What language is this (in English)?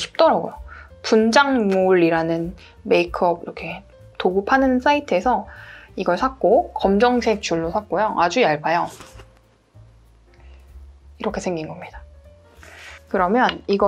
Korean